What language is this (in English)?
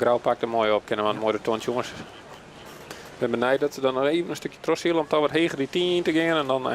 Western Frisian